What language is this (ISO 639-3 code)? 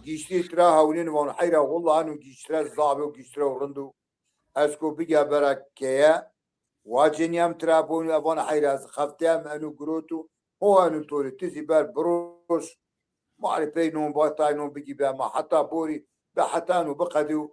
zza